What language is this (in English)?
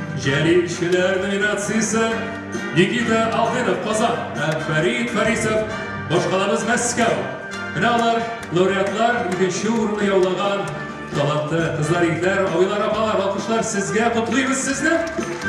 Tatar